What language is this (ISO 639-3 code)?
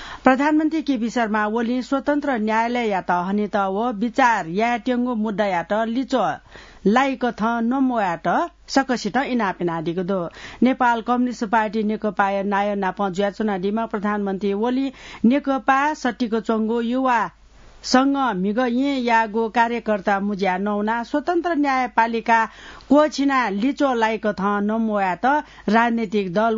new